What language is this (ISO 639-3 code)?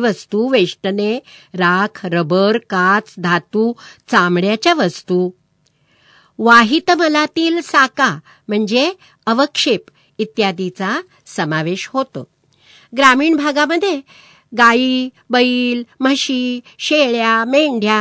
mar